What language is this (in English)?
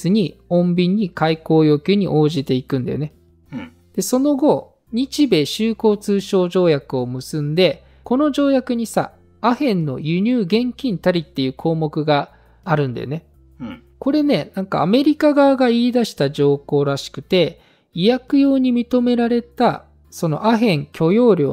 Japanese